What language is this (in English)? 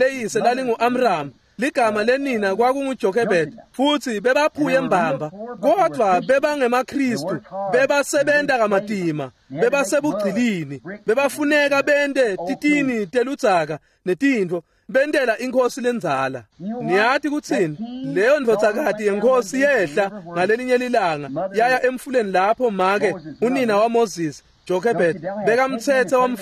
Swati